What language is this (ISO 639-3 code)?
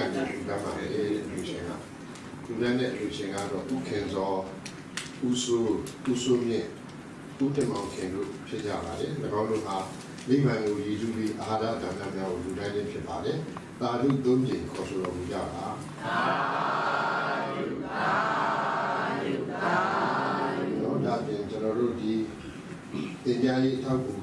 mya